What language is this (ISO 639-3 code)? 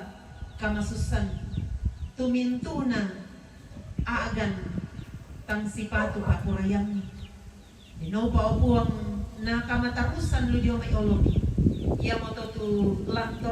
sda